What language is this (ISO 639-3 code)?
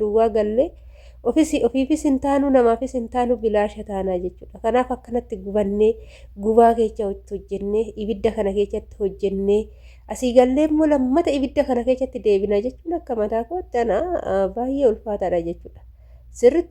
orm